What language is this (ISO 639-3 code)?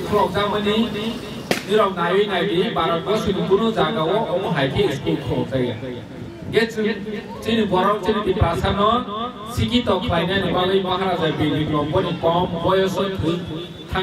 trp